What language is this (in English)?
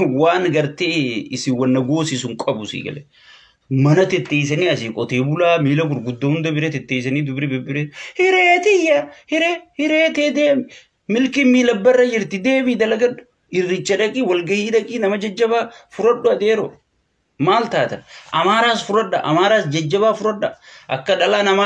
Oromo